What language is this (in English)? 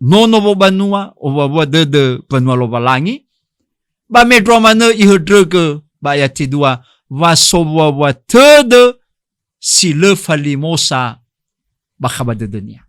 Nias